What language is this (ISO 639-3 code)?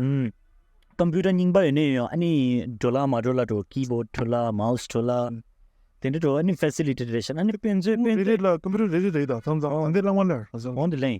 bod